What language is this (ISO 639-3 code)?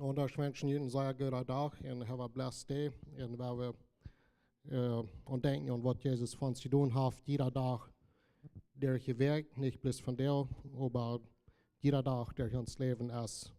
pdt